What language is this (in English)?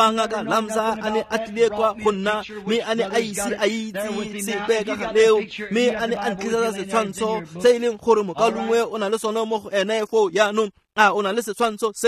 Tswana